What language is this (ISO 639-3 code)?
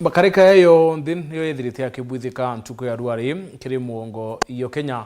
mer